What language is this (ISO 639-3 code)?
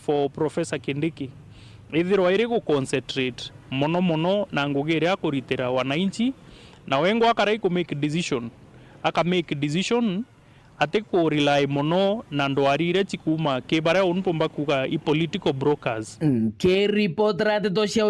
mer